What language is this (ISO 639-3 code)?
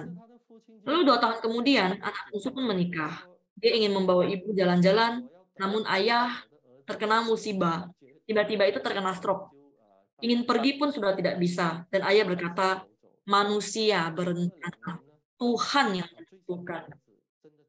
ind